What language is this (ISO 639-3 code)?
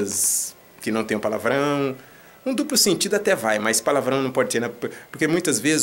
por